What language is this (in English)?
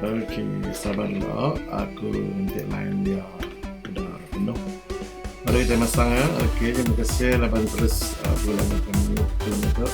Iban